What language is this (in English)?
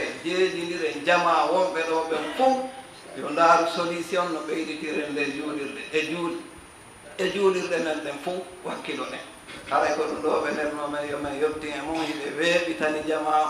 Fula